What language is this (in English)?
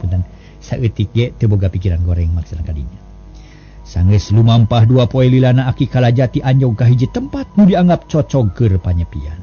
Sundanese